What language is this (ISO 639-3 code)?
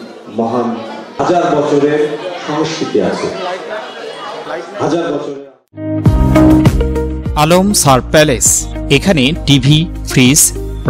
ben